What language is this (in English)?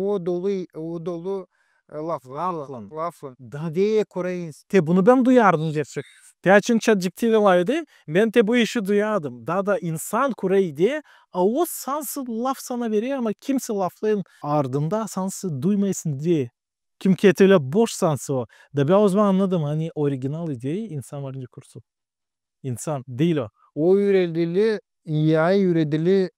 Gagauz